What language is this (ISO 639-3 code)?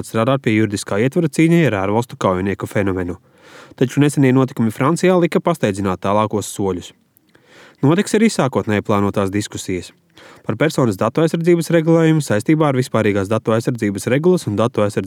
lav